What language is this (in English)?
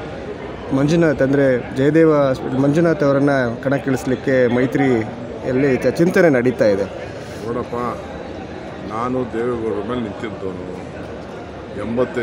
Kannada